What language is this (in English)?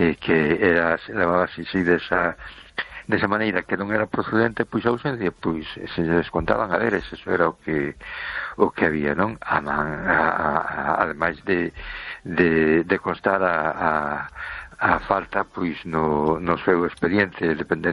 Galician